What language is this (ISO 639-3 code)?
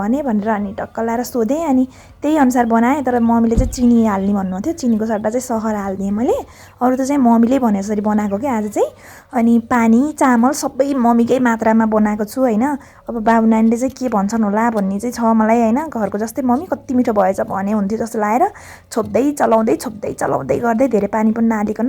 nep